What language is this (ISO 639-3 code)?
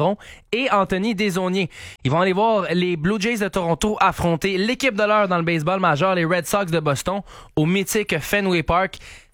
fra